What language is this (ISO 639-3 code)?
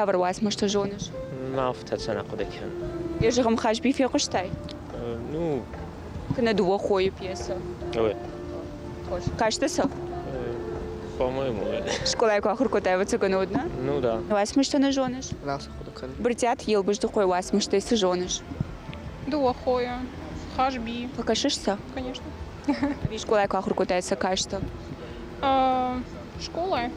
oss